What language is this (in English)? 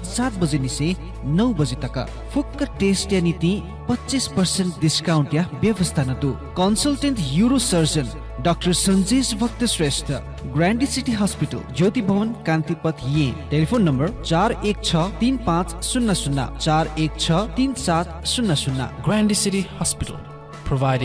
Newari